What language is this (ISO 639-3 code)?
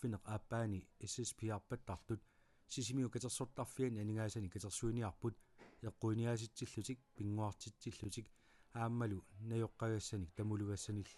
kal